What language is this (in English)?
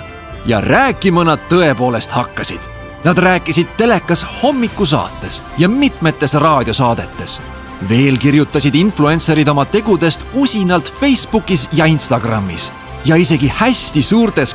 Estonian